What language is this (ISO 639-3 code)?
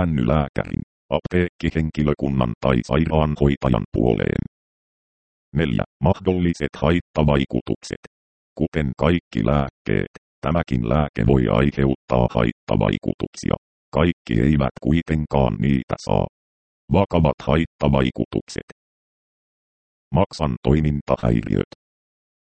fin